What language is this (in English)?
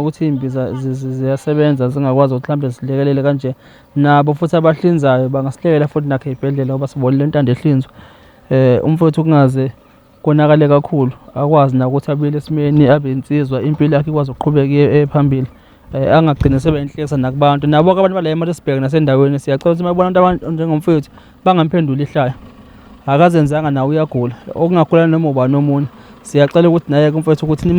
Zulu